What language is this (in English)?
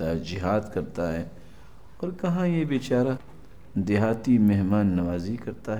Urdu